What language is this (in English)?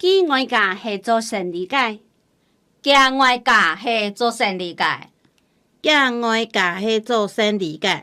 Hakka Chinese